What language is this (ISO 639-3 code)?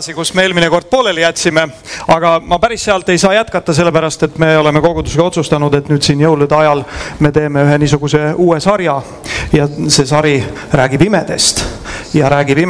est